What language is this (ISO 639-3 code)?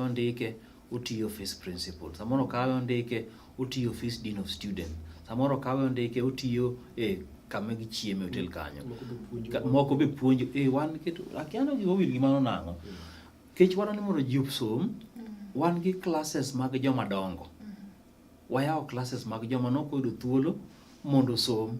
luo